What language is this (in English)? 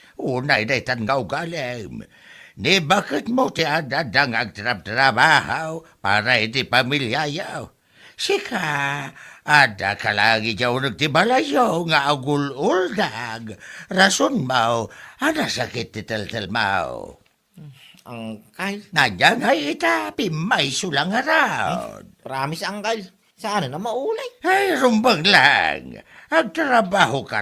Iloko